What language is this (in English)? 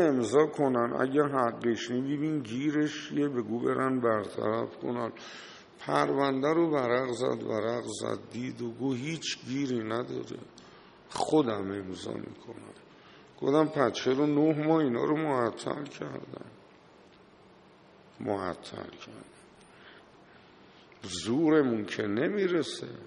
Persian